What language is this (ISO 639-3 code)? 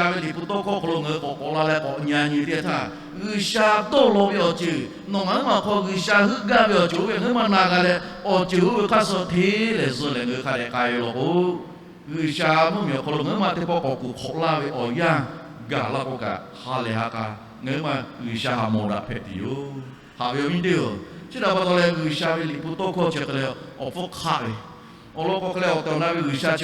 lhu